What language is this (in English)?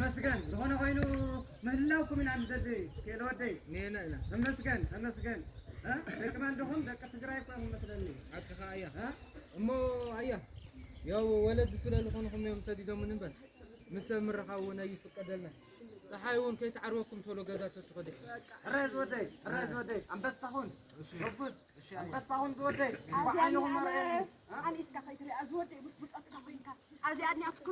Tigrinya